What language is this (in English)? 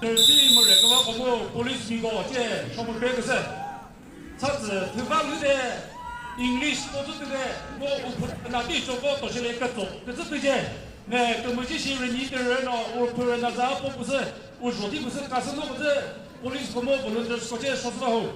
Chokri Naga